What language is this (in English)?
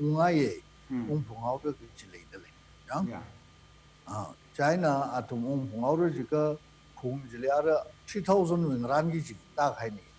Tangkhul Naga (India)